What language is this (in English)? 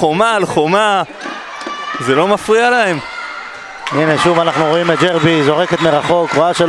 Hebrew